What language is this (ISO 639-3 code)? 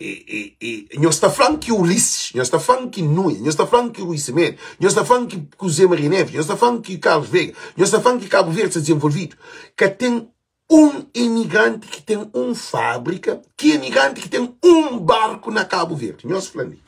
kea